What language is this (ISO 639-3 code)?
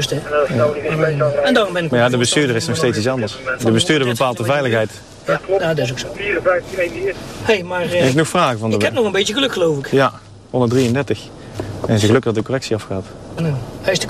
nld